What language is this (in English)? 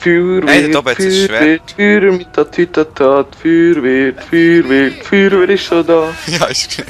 Swiss German